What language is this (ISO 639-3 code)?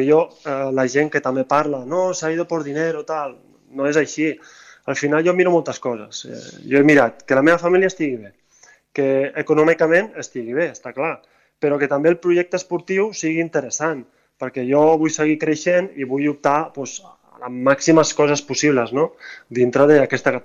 cat